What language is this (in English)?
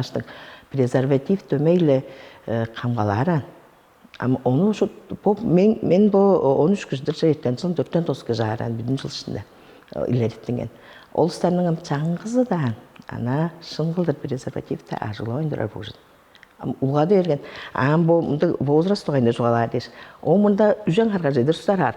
Tuvinian